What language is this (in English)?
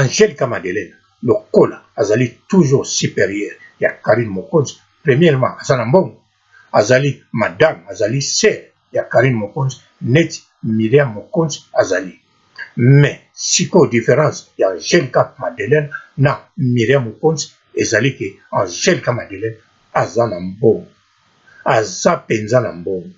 Lingala